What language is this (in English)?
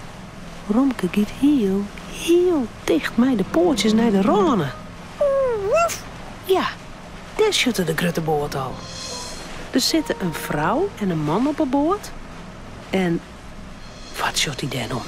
Western Frisian